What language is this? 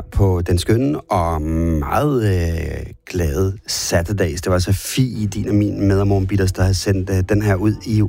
Danish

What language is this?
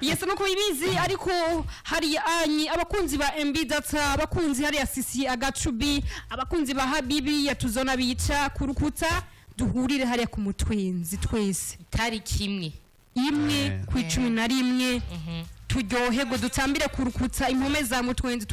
Rundi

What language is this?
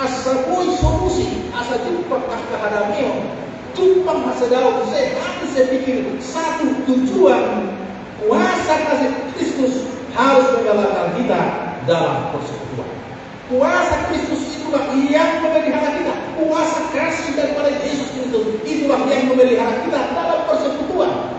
Batak Toba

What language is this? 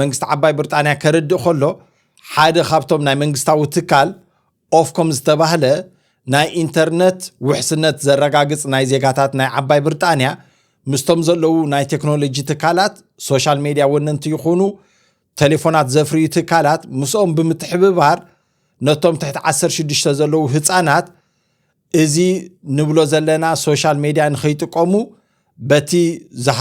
Tigrinya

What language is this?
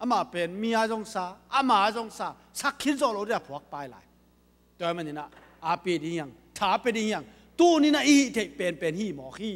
Tedim Chin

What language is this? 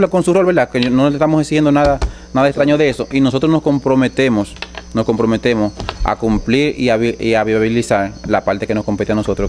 Spanish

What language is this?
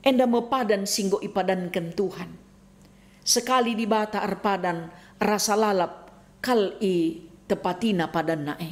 Batak Karo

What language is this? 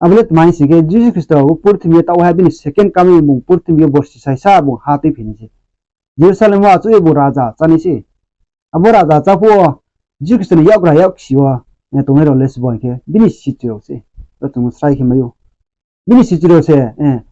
Riang (India)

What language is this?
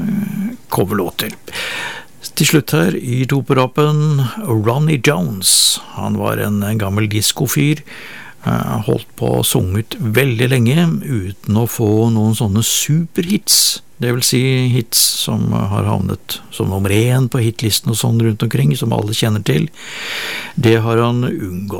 Norwegian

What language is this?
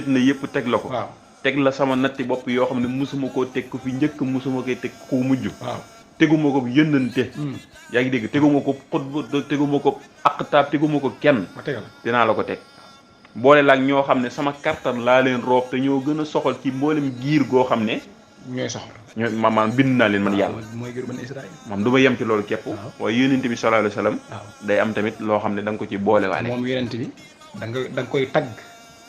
Wolof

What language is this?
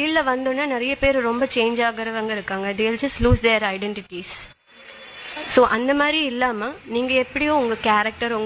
Tamil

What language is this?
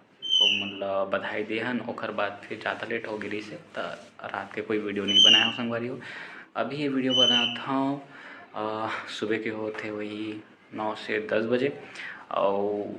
Chhattisgarhi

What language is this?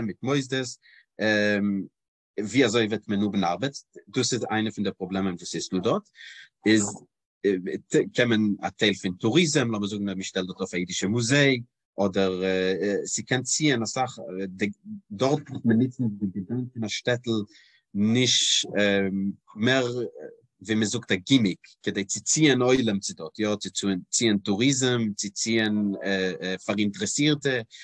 Yiddish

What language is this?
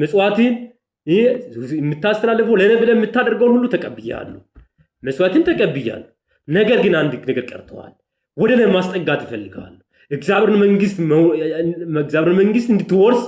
Amharic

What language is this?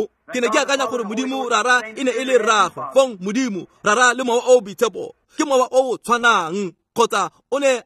Tswana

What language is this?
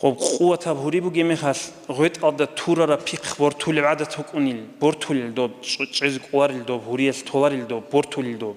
Avaric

